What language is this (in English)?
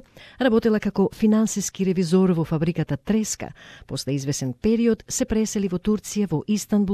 Macedonian